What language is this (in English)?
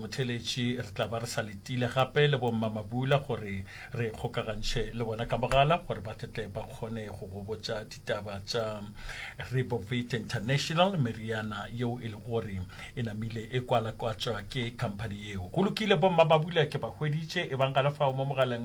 Northern Sotho